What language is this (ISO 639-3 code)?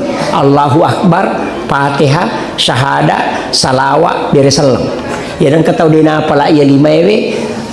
bug